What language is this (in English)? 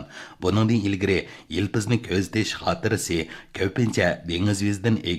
Uyghur